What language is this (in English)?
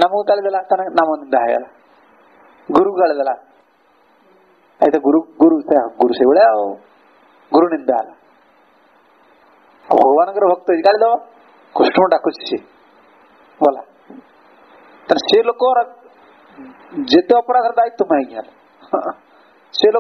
Odia